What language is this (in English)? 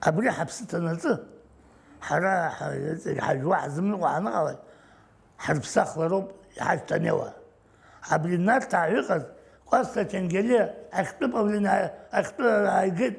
Abkhazian